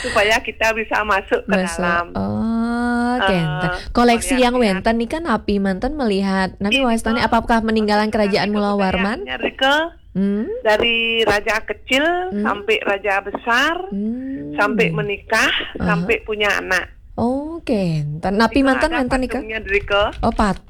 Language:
Balinese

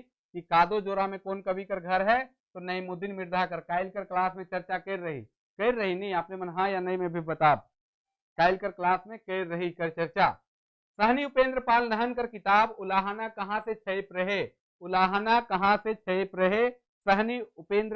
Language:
Sadri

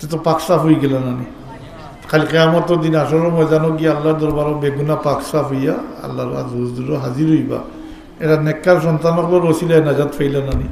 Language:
Sylheti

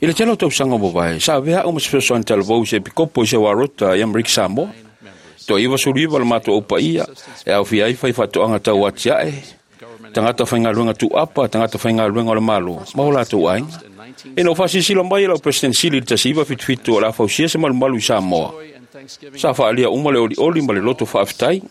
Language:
Samoan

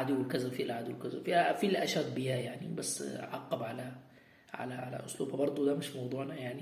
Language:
Egyptian Arabic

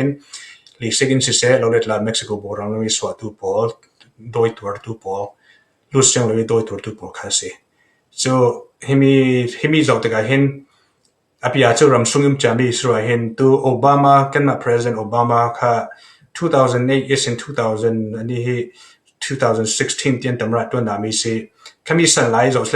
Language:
Falam Chin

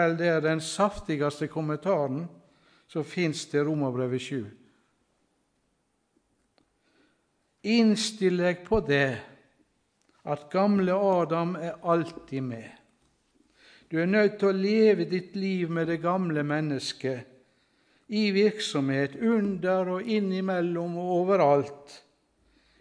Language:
Norwegian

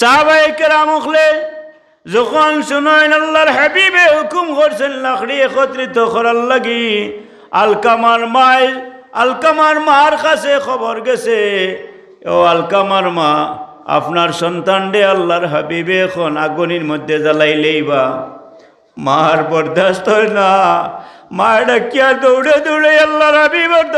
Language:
Sylheti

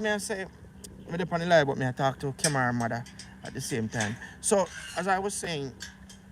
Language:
Jamaican Creole English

